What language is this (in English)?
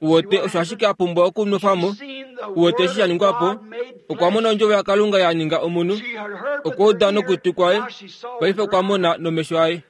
Kuanyama